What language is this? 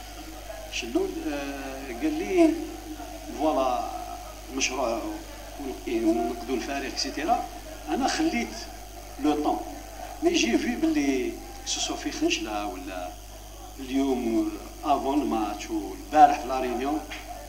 Algerian Arabic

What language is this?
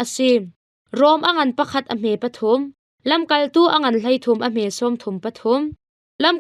Hakha Chin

